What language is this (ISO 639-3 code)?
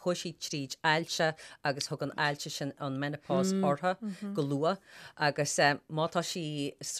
gle